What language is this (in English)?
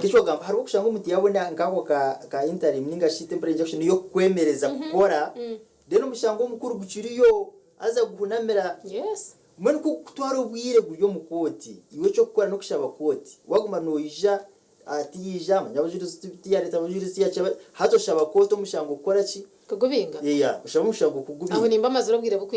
Nyankole